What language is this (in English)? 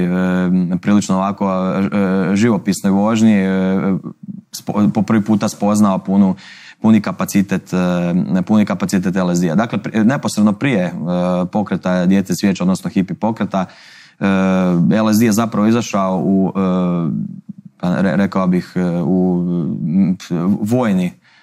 Croatian